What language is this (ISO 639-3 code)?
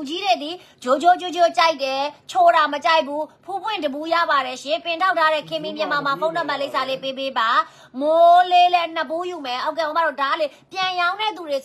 mya